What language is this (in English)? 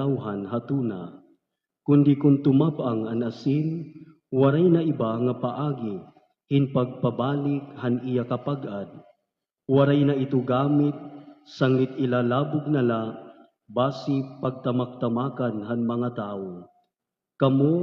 Waray